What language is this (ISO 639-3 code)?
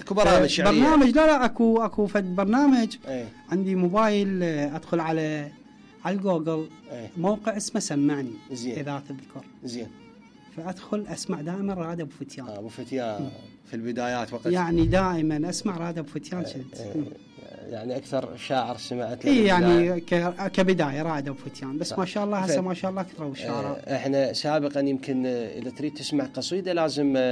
acm